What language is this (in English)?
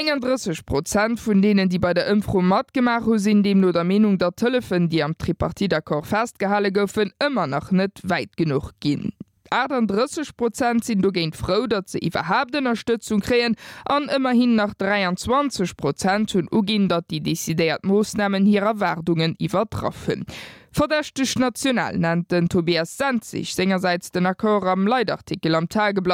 Luxembourgish